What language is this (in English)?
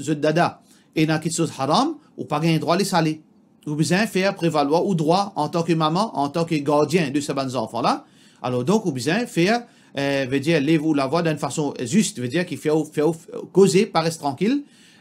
Morisyen